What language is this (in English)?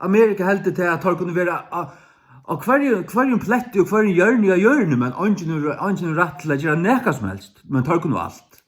Faroese